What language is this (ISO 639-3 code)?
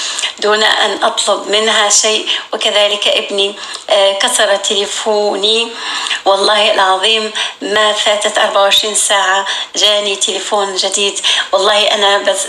apc